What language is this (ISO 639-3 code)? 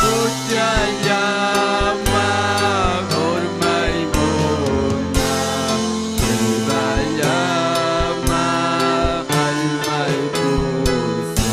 quy